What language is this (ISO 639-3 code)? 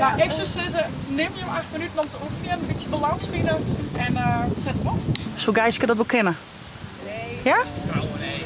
fry